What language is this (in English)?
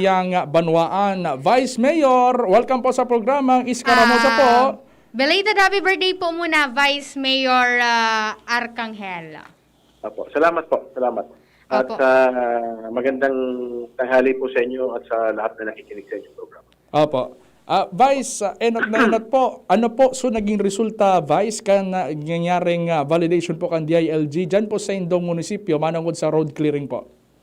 Bikol